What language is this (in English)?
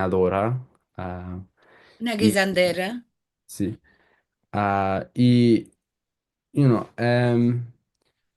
Ladino